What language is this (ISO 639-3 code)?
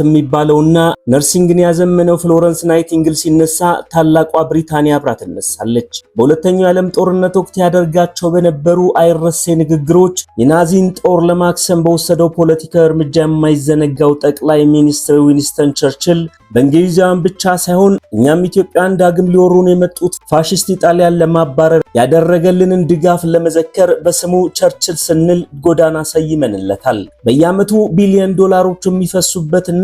amh